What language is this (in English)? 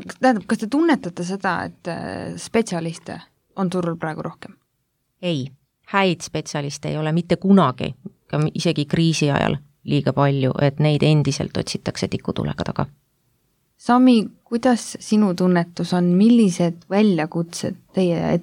Estonian